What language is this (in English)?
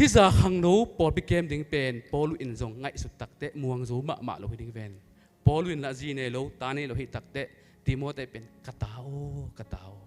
Tedim Chin